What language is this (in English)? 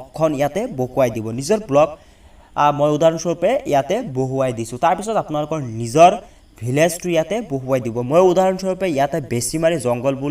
Assamese